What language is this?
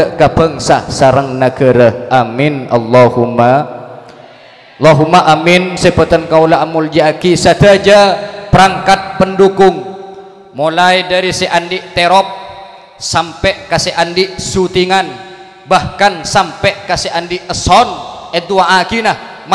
Madurese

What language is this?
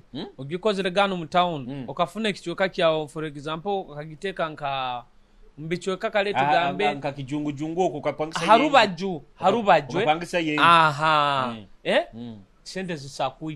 Nyoro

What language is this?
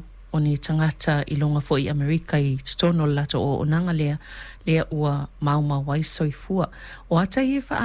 Samoan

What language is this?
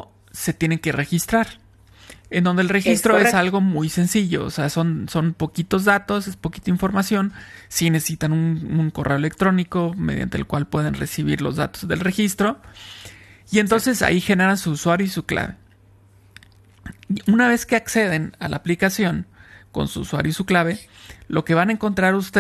Spanish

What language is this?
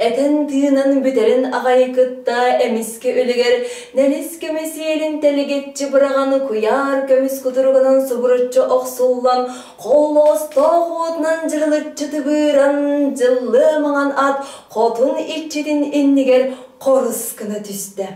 Yakut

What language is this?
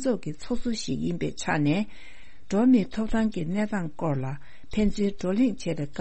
Tibetan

